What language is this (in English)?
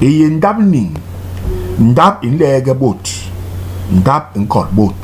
Basaa